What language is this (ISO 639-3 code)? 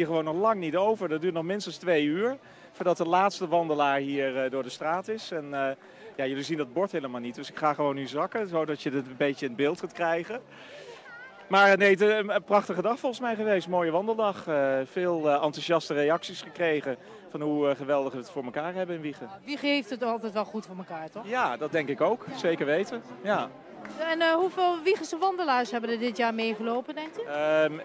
nld